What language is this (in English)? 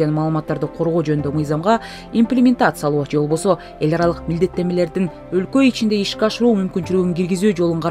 Kyrgyz